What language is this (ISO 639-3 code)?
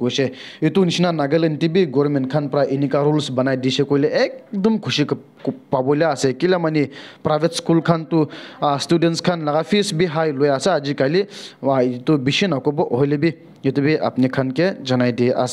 nag